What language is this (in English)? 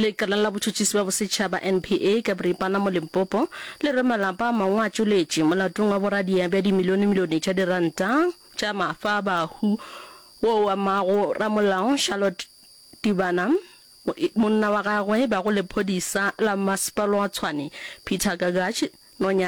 Northern Sotho